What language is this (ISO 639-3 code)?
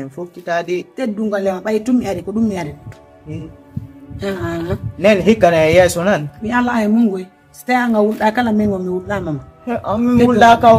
ful